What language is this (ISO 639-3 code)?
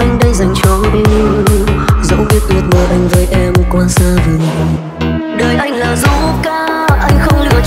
vie